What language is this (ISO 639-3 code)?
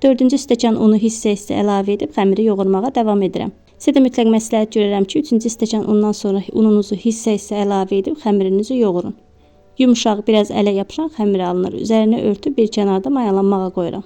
aze